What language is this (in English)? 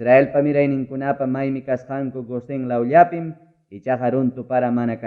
Ayacucho Quechua